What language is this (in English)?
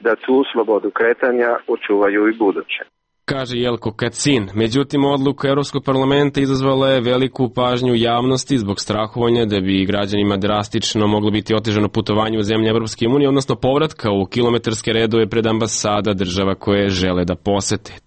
Serbian